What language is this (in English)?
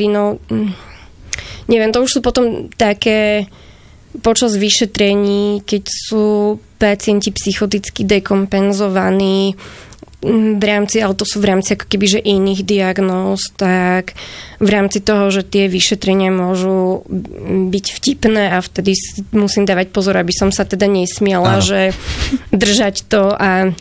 Slovak